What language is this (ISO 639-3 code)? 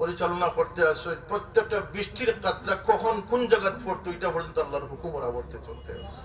syl